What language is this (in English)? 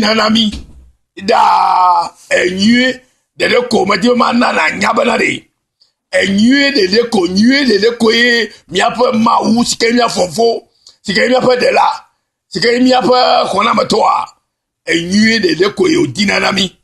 Ewe